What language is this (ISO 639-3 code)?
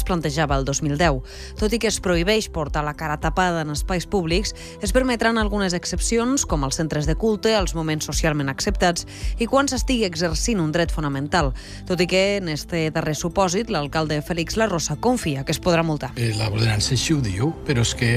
cat